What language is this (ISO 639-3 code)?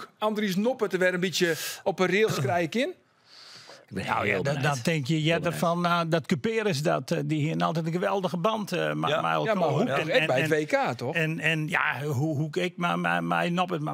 fry